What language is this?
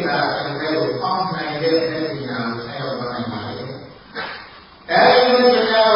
Burmese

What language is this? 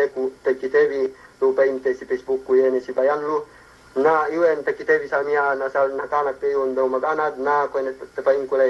Yakan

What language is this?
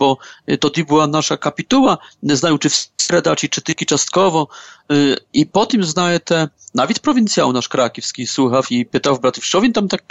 Ukrainian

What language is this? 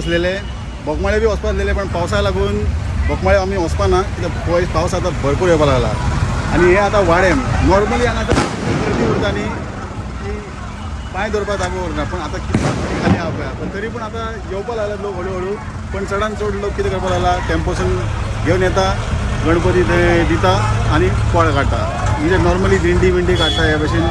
Konkani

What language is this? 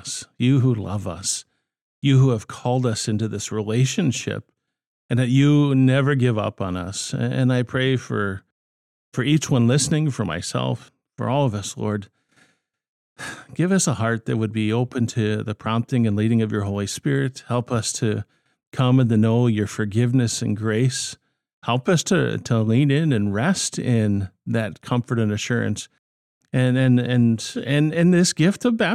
English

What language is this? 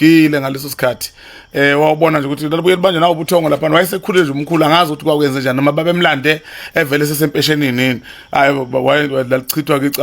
Zulu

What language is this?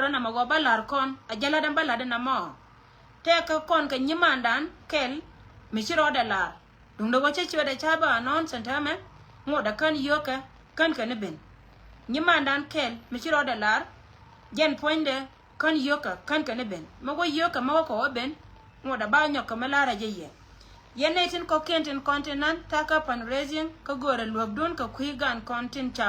Nuer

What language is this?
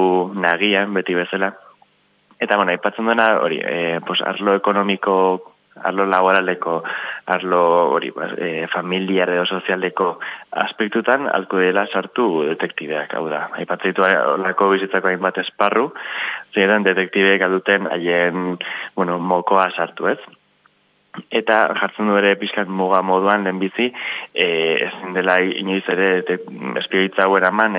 Basque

